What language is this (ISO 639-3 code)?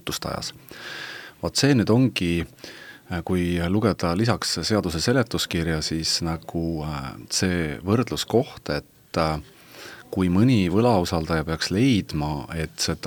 est